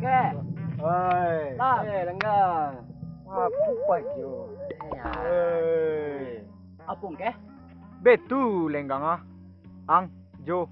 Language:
Minangkabau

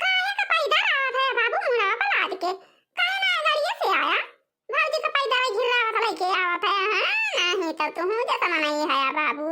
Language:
Awadhi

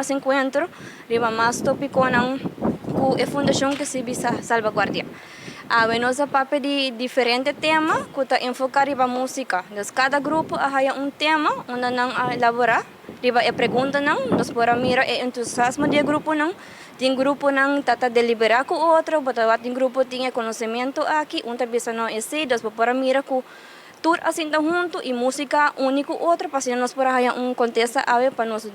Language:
Papiamento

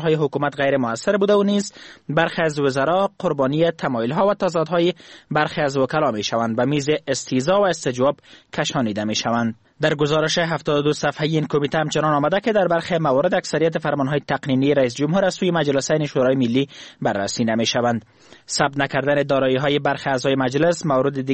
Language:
Persian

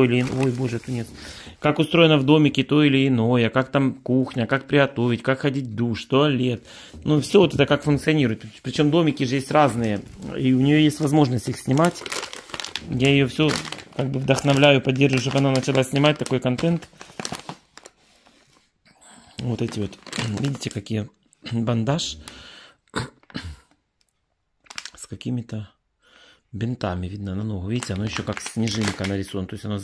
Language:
Russian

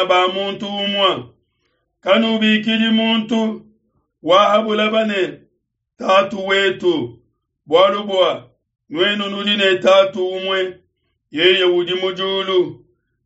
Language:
Luba-Lulua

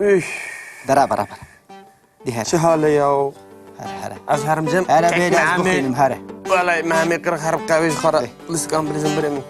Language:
Kurdish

